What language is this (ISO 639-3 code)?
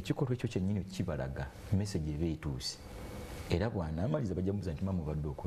lug